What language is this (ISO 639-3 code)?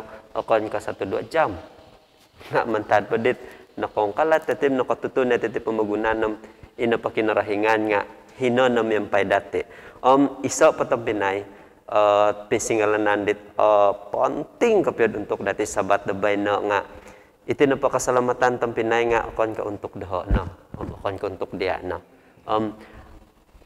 dtp